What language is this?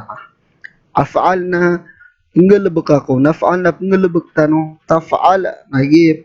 Maranao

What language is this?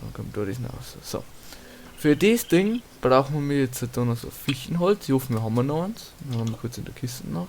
Bavarian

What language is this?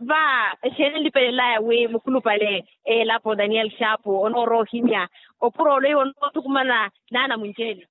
Makhuwa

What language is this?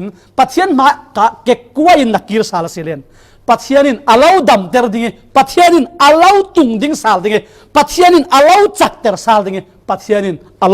Falam Chin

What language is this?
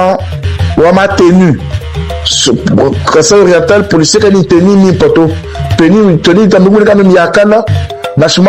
Luba-Lulua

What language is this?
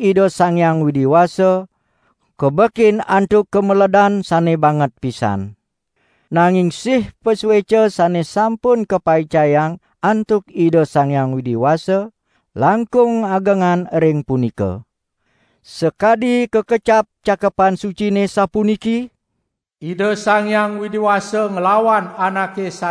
Balinese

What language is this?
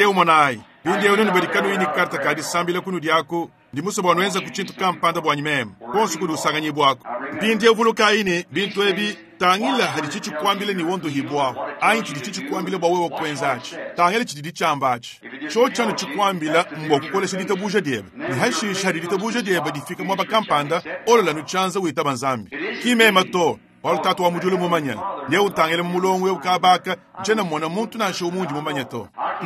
Luba-Lulua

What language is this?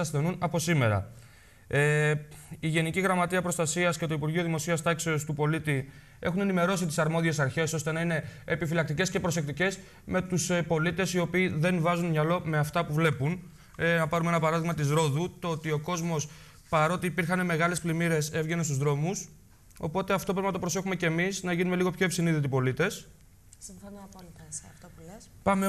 Greek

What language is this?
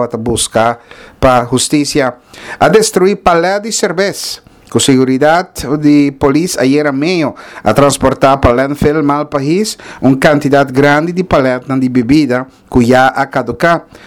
Papiamento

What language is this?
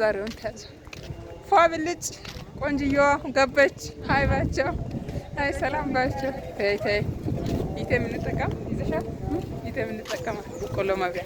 Amharic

